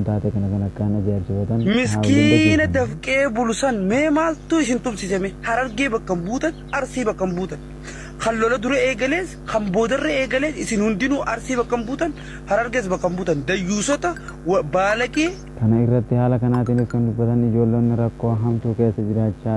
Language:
Oromo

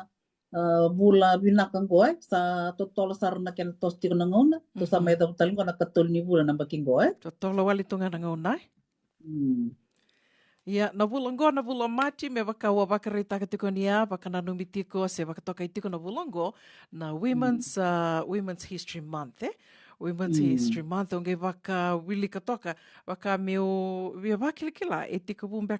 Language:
Fijian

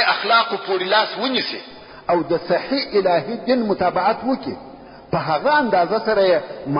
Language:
Pashto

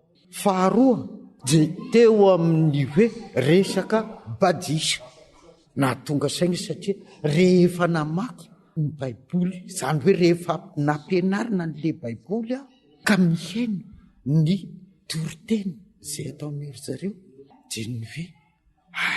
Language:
Malagasy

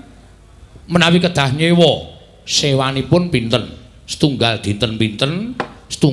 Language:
Javanese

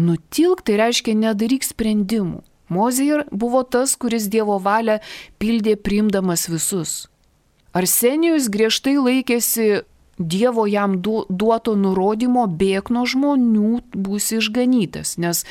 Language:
Lithuanian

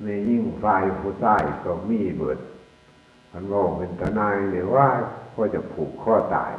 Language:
Northeastern Thai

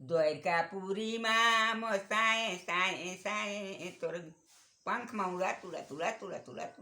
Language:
Chhattisgarhi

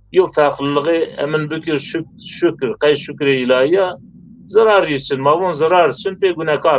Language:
Zaza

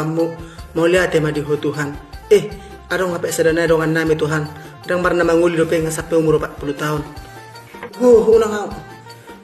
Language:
Batak Toba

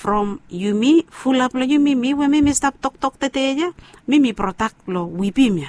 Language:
Bislama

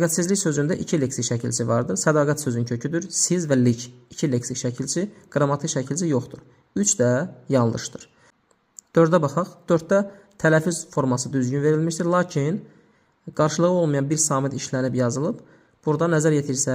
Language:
Azerbaijani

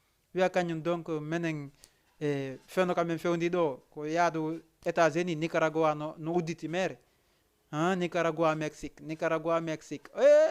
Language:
Fula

